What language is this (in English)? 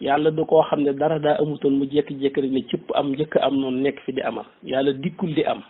Wolof